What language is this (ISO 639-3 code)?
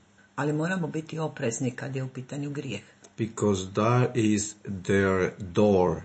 hrv